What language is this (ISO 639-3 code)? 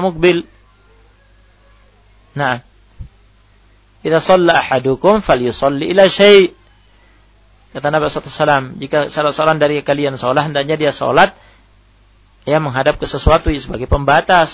ind